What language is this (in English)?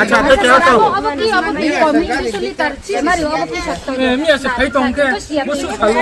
Riang (India)